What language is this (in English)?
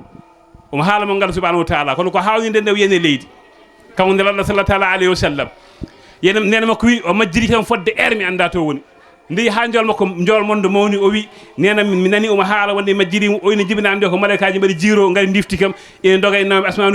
Fula